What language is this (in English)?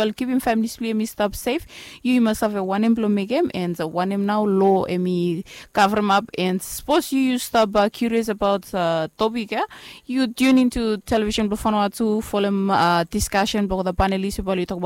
Bislama